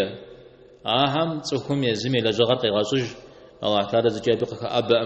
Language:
Kabardian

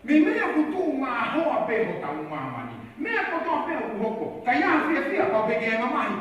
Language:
Tongan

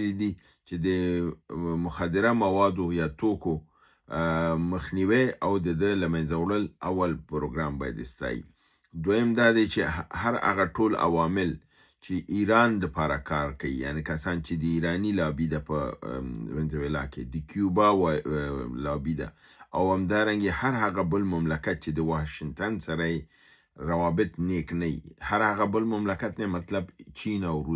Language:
Pashto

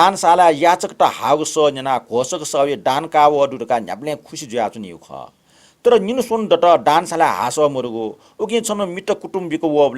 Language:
Newari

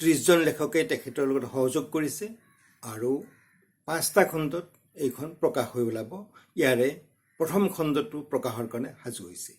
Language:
Assamese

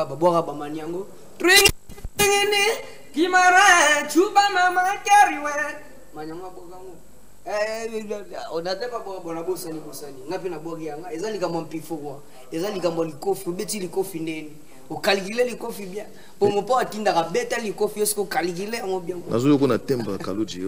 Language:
Lingala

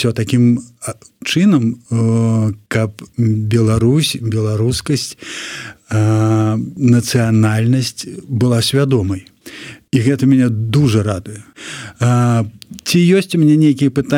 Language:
Belarusian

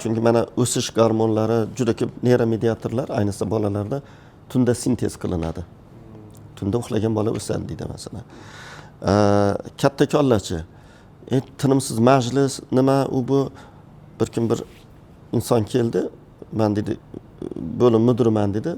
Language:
Uzbek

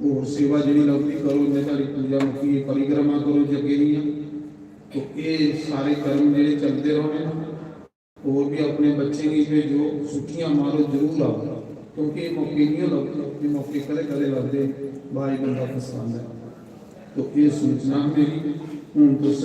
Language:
Dogri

